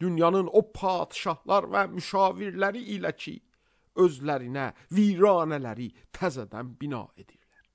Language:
Azerbaijani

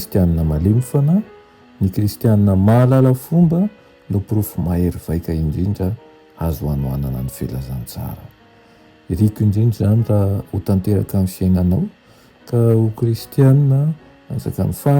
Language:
Malagasy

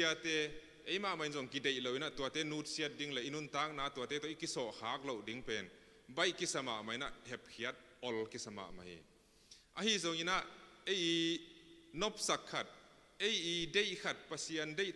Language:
Tedim Chin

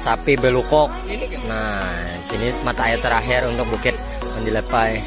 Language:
Banjar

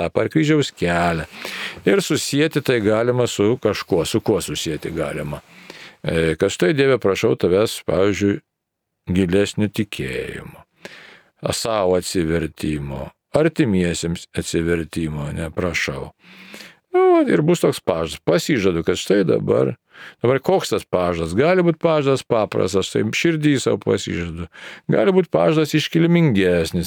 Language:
Lithuanian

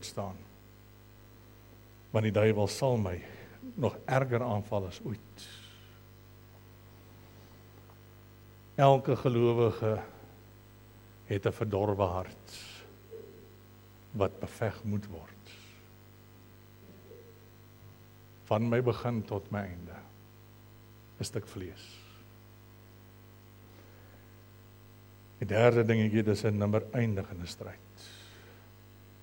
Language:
Afrikaans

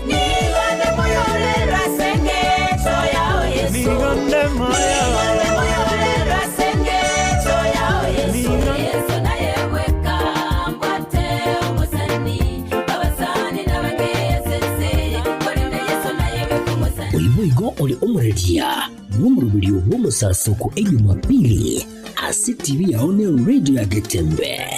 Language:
Gusii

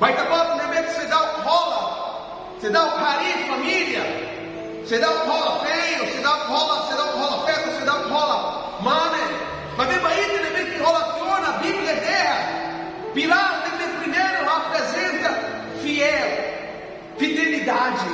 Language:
Tetum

